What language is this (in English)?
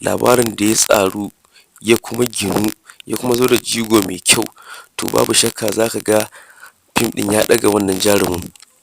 Hausa